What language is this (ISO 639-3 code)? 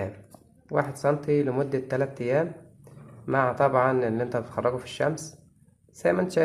arz